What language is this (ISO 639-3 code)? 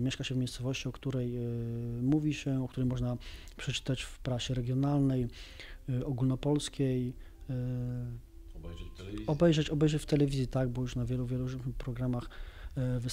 pol